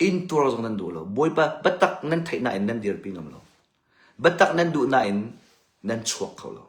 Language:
Hakha Chin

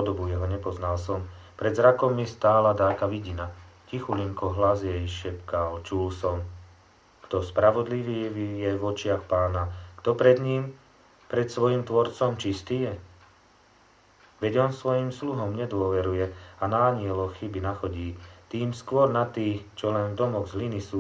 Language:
Slovak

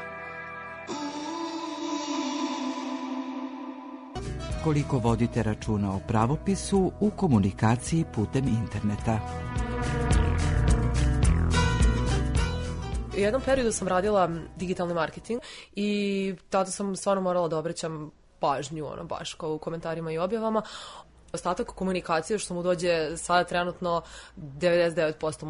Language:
Serbian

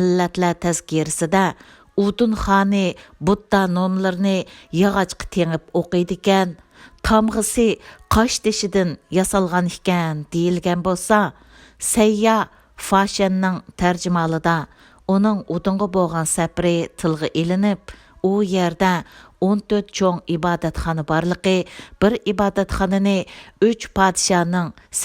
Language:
Uyghur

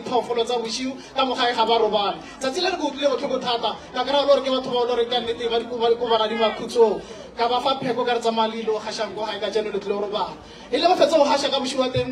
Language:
Northern Sotho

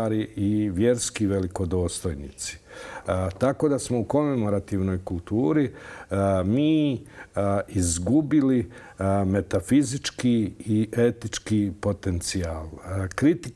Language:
Bosnian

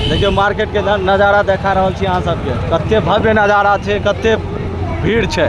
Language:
Maithili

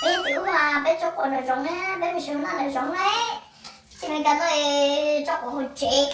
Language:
Hmong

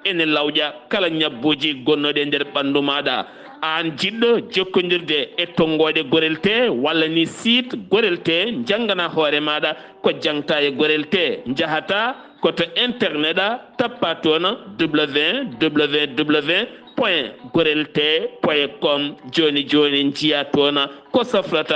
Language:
Fula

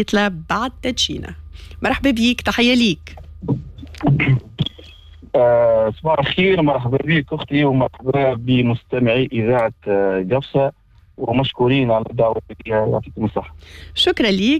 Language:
Tunisian Arabic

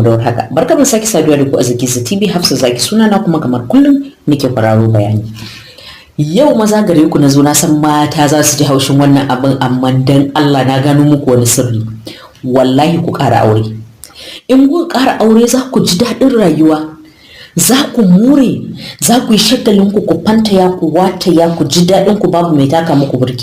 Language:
Hausa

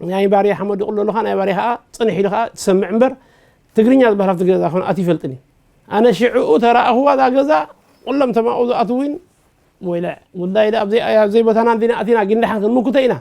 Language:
Tigrinya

